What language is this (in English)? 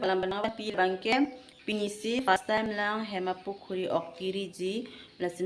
Karbi